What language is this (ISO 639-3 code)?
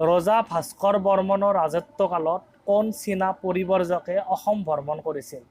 asm